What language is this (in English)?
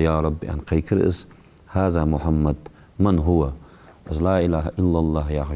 Ingush